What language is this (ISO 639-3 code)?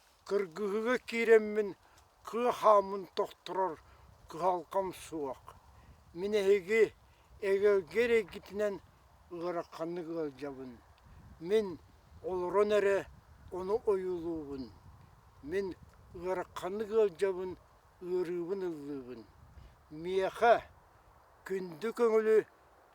sah